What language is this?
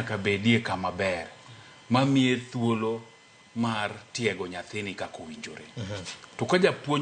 Luo (Kenya and Tanzania)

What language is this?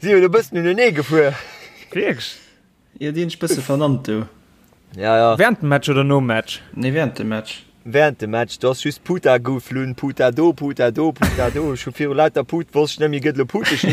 Luxembourgish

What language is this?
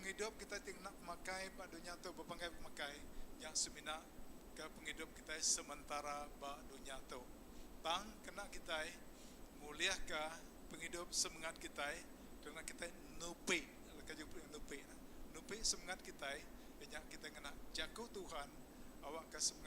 Iban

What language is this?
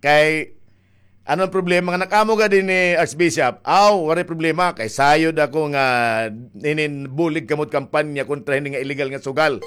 Waray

